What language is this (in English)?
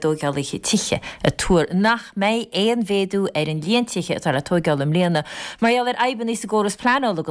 Irish